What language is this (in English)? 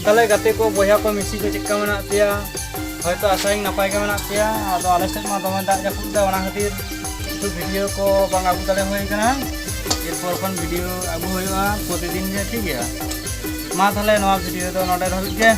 Santali